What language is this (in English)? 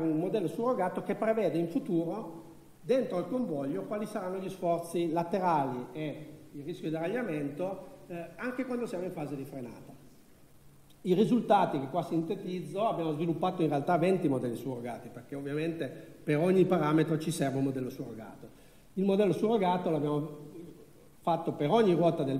Italian